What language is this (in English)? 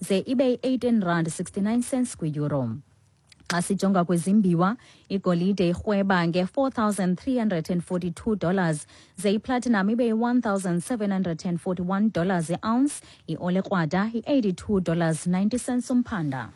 Xhosa